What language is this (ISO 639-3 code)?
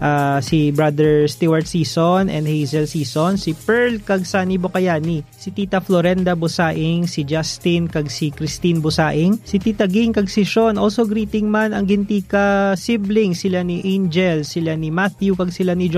hil